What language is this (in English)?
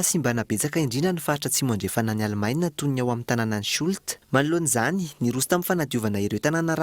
Malagasy